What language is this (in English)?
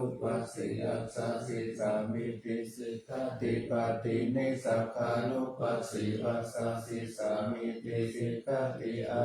Pali